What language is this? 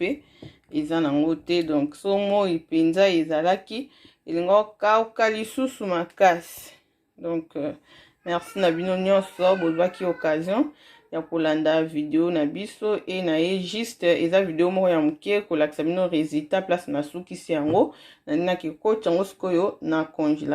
Lingala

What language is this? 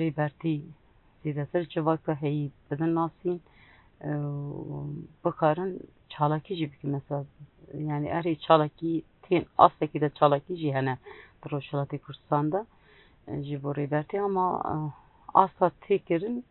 Kurdish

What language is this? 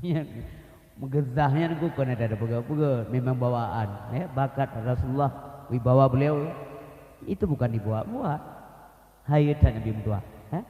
Achinese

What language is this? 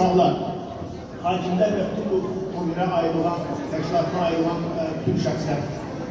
Azerbaijani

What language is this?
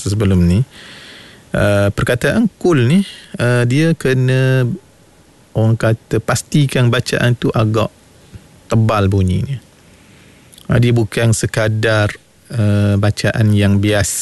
Malay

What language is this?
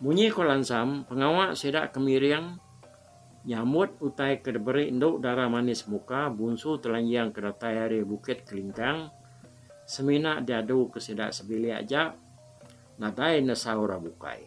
Iban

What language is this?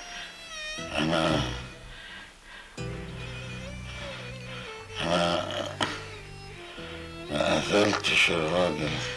Egyptian Arabic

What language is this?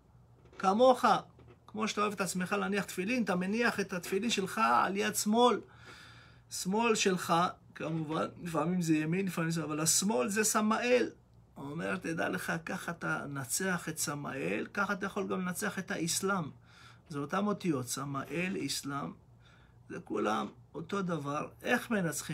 Hebrew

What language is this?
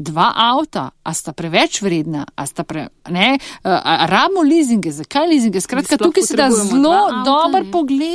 Slovenian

